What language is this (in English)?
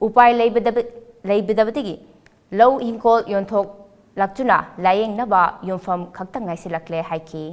Manipuri